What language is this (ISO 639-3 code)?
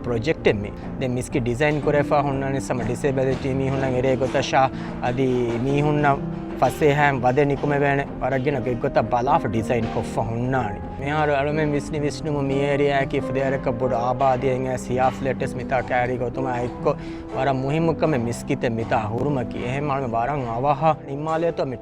div